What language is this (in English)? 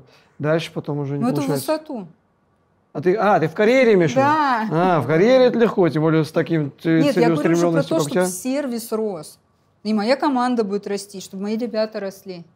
Russian